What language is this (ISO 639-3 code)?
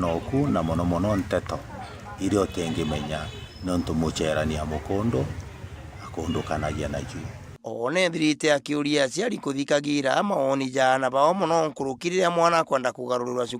mer